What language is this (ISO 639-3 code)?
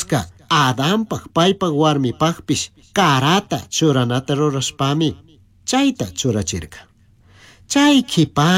qug